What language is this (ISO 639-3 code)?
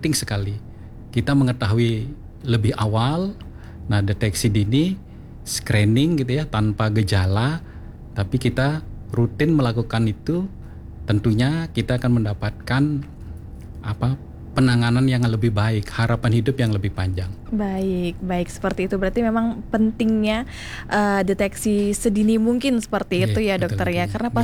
ind